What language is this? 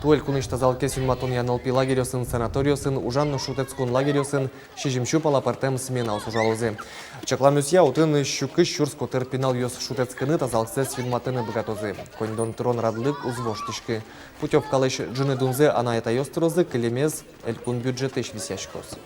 Udmurt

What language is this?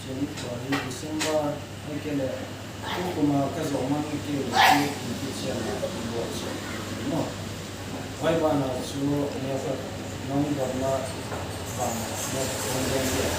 Paite Chin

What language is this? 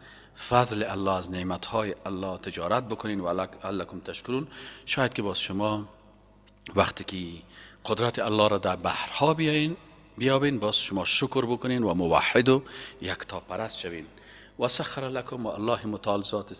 Persian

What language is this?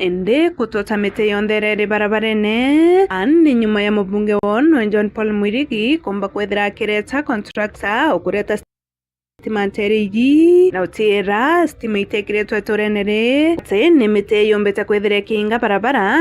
Meru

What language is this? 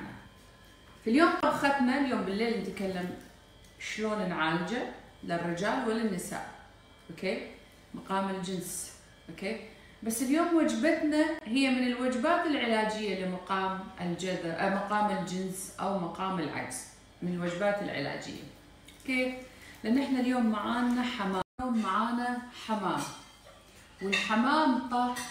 Gulf Arabic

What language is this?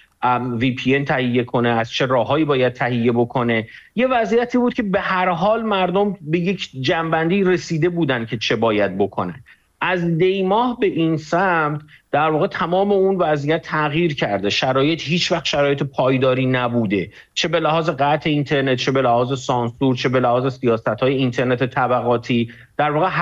Persian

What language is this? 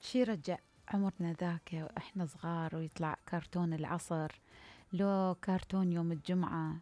Mesopotamian Arabic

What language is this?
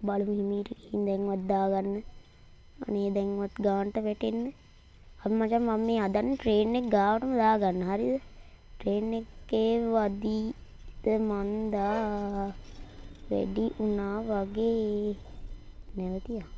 Sinhala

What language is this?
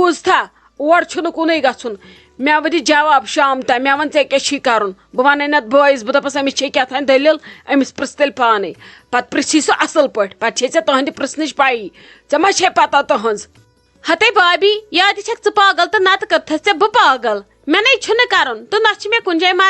Kashmiri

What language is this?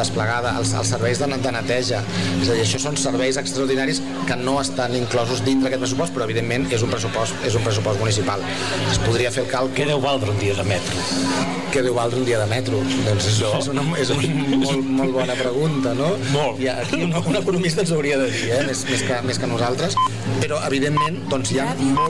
Catalan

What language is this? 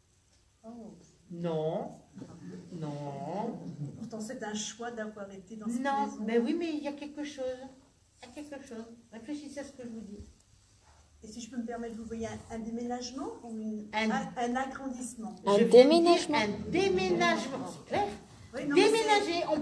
French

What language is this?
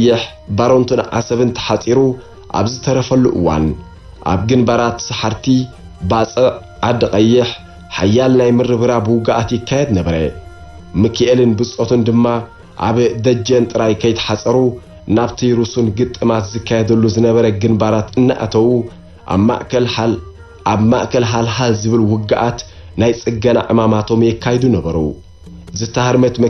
Tigrinya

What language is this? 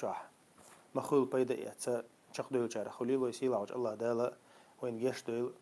Chechen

